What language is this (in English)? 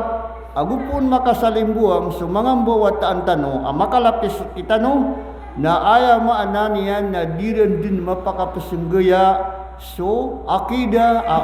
Maranao